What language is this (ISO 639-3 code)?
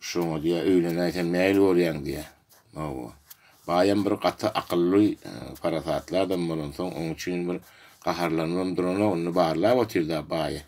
tuk